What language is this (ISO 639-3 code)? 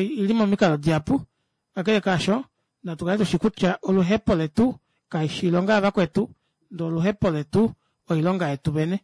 kua